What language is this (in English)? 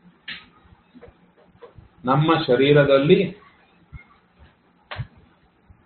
Kannada